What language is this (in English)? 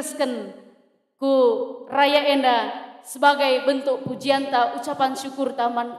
Batak Karo